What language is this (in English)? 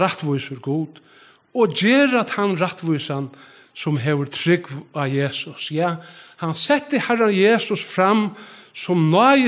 Faroese